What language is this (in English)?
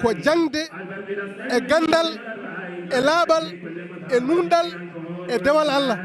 Fula